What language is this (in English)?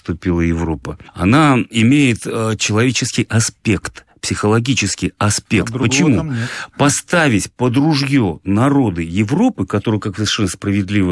Russian